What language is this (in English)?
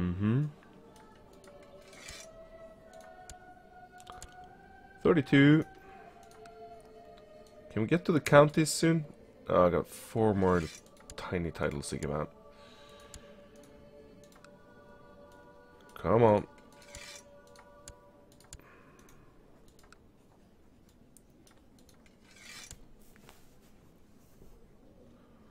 English